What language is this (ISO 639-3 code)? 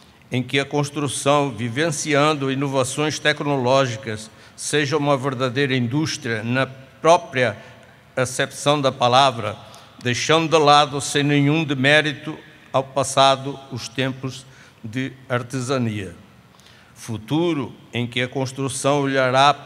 por